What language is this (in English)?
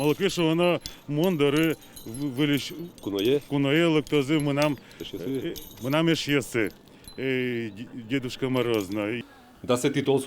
Udmurt